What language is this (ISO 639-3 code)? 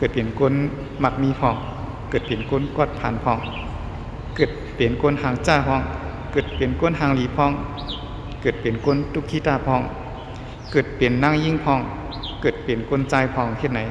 shn